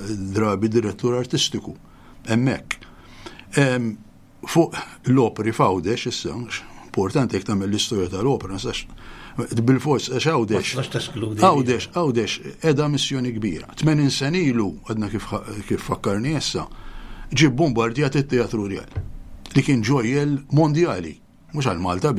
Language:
Maltese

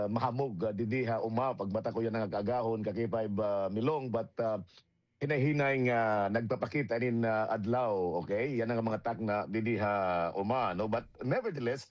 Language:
Waray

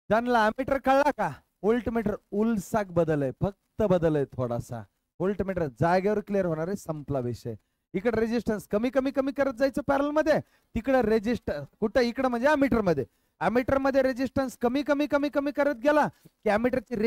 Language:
Marathi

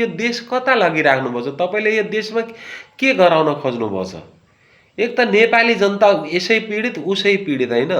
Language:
Nepali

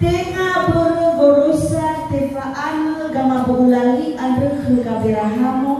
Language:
Nias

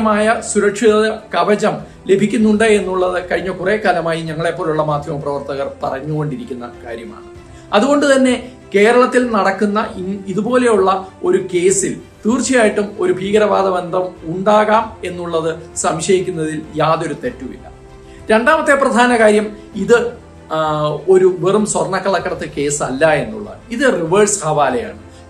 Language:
Malayalam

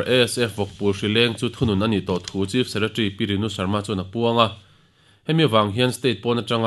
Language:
Mizo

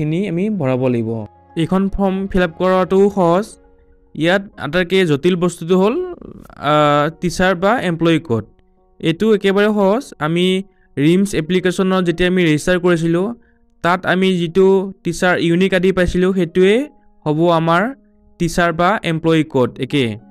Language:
Assamese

